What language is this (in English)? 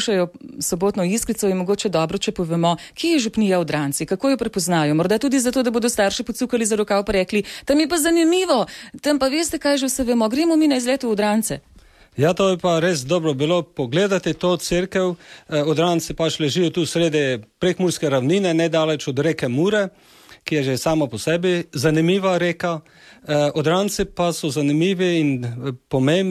Slovenian